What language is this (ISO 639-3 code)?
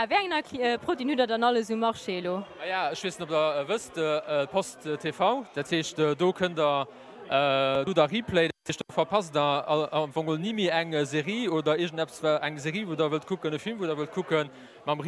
ltz